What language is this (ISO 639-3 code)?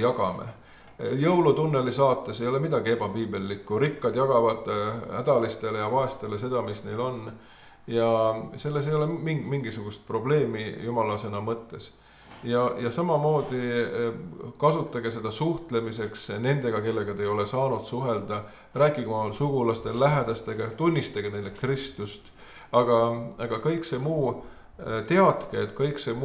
est